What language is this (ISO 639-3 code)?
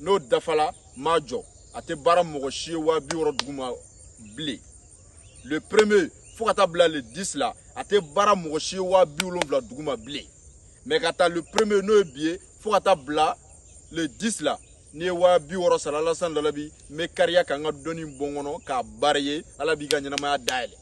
bam